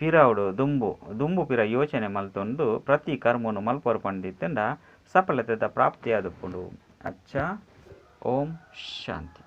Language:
Tulu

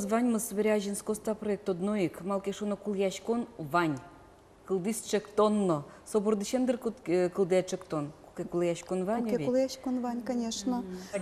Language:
Udmurt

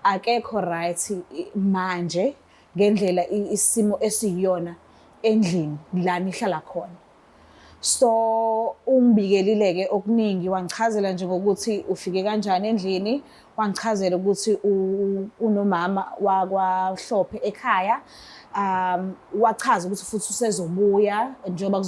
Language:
Zulu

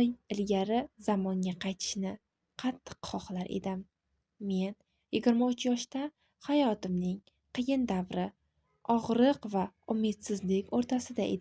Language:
Uzbek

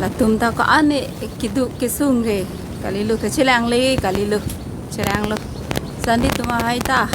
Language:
Karbi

